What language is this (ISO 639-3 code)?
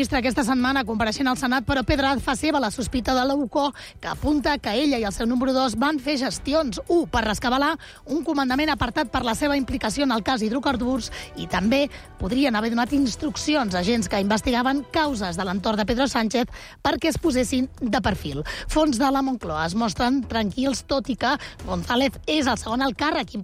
cat